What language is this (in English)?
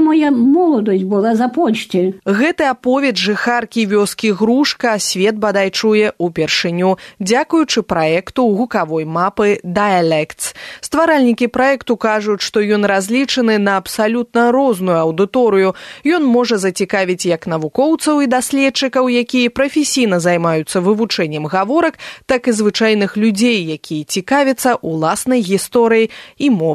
Belarusian